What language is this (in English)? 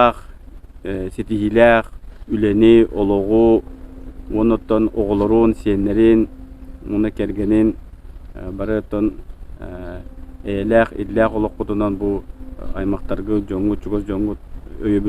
Yakut